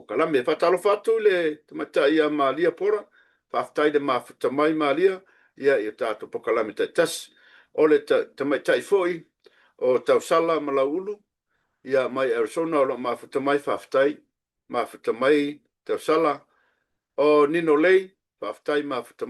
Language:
Samoan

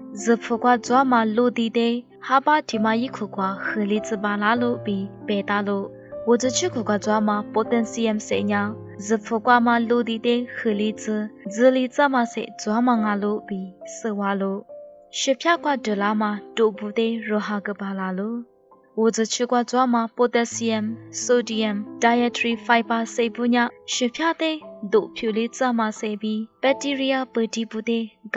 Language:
Lisu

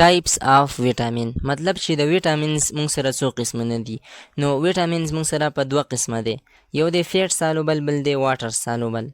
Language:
Pashto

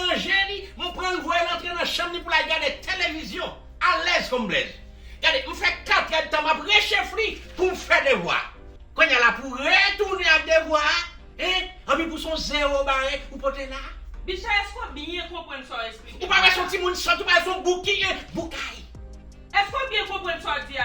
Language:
Haitian Creole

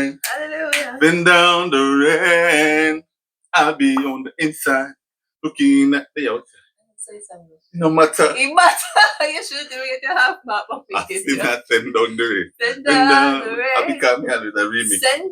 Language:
Jamaican Creole English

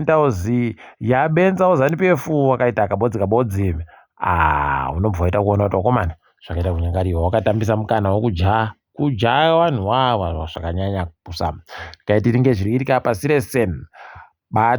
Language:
Ndau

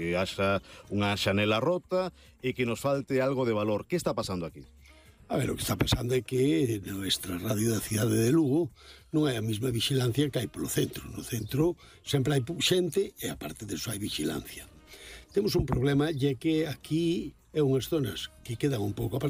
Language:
Galician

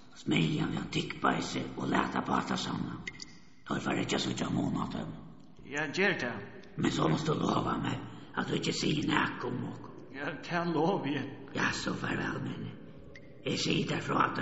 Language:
Faroese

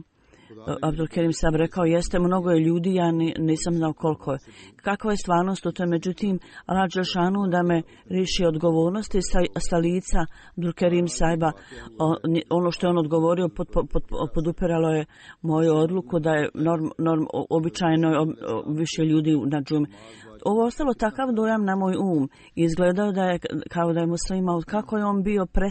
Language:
Bosnian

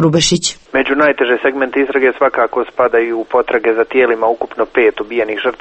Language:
Croatian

